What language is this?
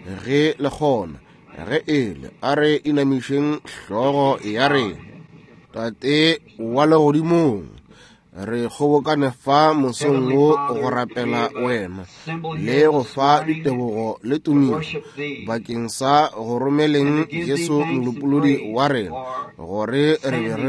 Northern Sotho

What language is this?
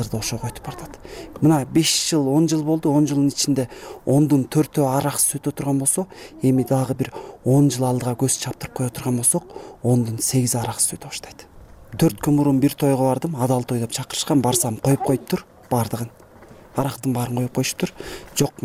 Kyrgyz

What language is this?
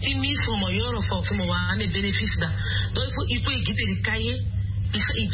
Sango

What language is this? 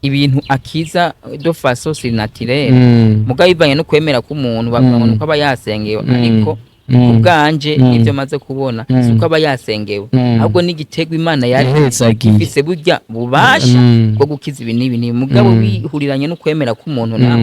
Rundi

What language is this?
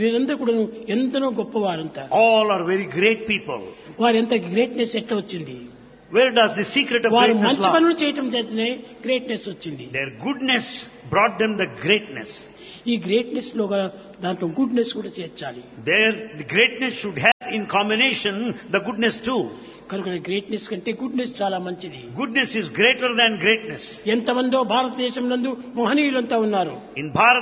Telugu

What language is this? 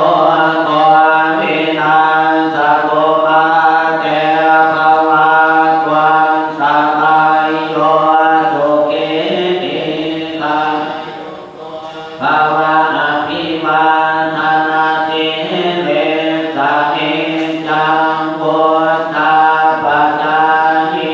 Pali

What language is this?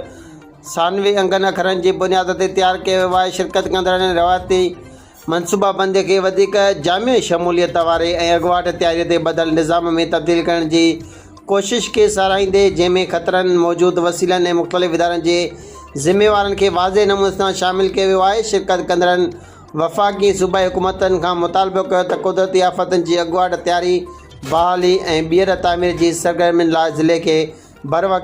Sindhi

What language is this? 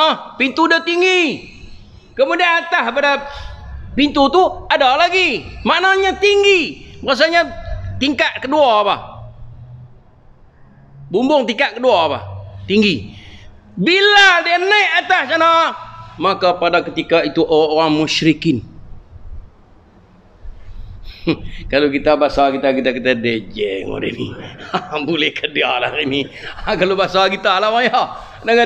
Malay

